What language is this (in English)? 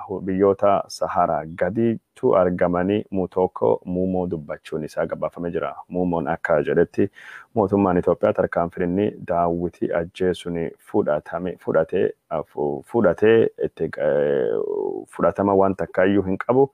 Oromo